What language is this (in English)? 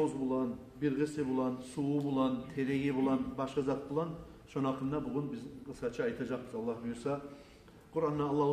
Kumyk